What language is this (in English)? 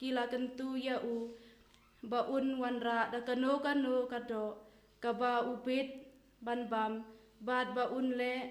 Khasi